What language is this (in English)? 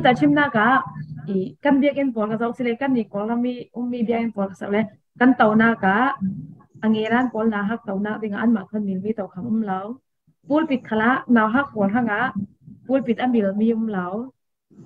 Falam Chin